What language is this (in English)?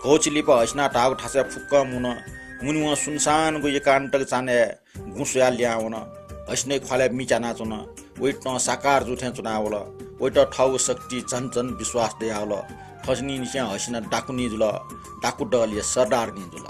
Newari